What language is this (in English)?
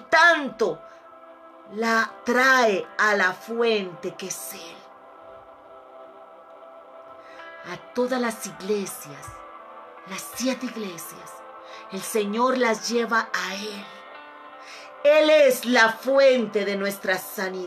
Spanish